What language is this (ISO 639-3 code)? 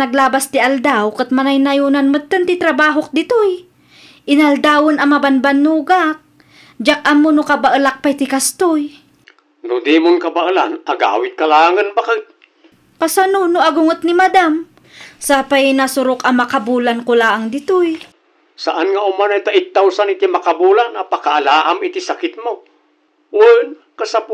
ilo